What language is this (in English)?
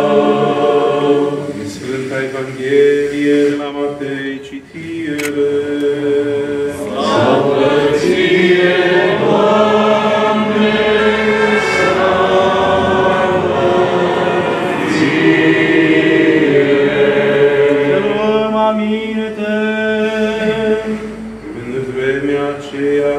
Romanian